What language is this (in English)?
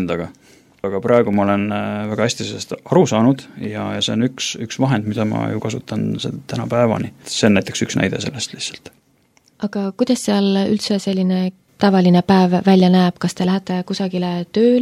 Estonian